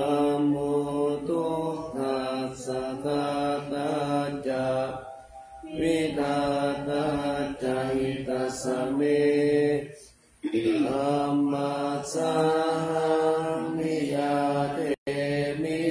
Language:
Pali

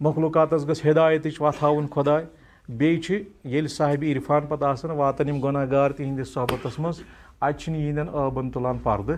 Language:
Kashmiri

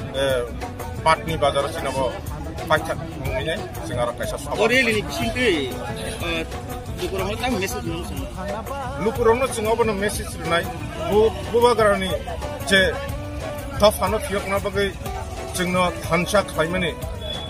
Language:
Kok Borok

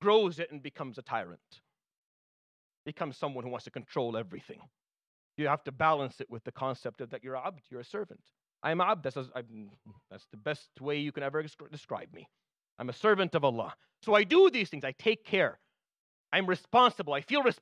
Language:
English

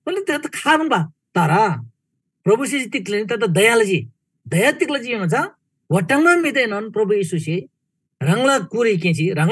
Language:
Eastern Tamang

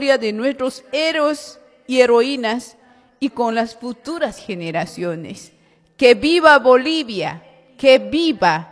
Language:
Spanish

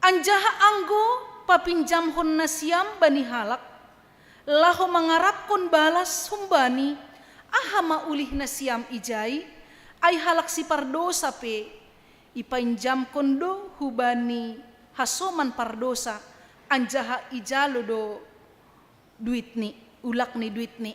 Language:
Batak Simalungun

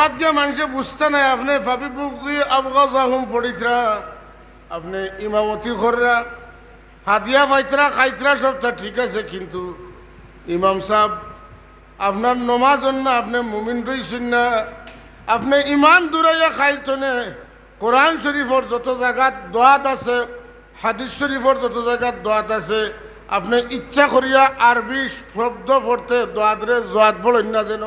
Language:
Sylheti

